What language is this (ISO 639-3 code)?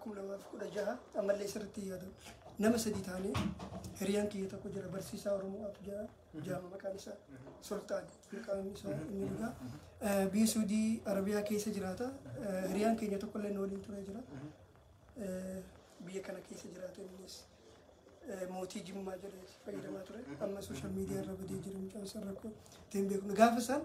orm